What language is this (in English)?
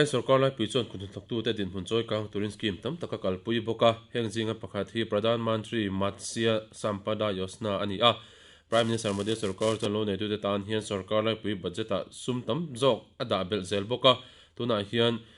Mizo